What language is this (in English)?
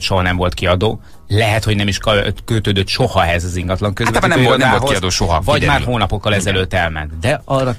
Hungarian